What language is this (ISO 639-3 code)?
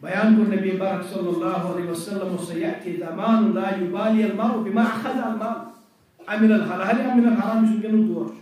kas